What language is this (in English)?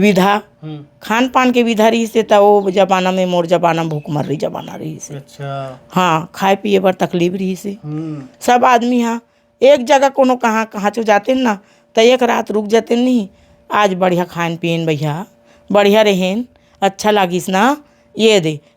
Chhattisgarhi